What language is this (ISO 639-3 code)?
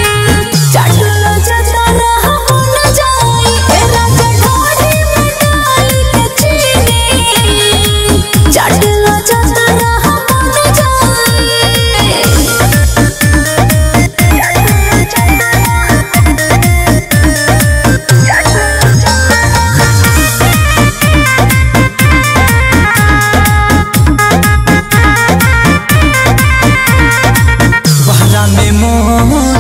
bho